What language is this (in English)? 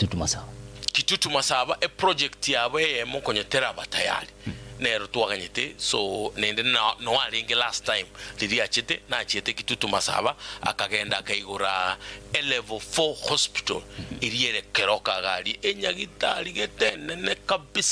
Gusii